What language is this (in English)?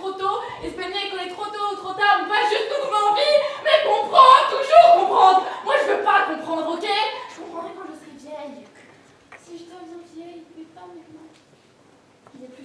French